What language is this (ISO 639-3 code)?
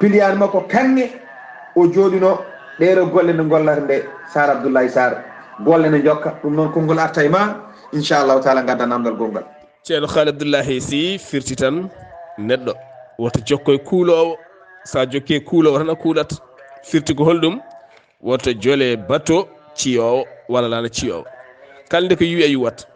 ful